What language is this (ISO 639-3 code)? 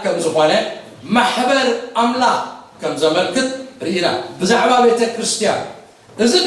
tir